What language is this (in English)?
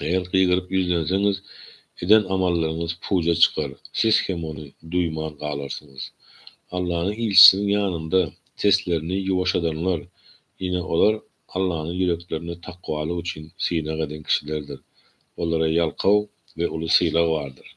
Turkmen